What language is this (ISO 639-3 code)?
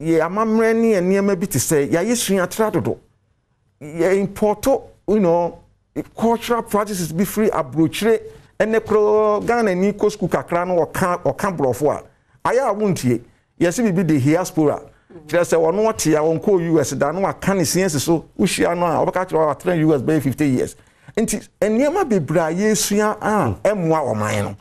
aka